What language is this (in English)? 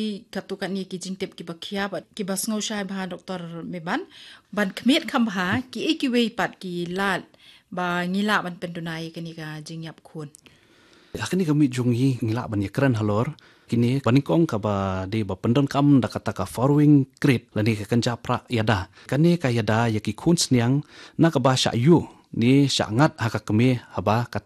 Khasi